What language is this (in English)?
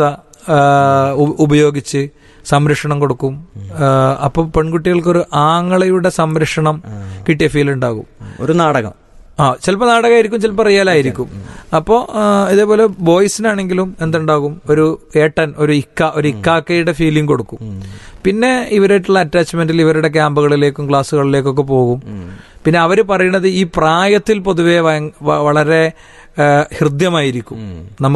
Malayalam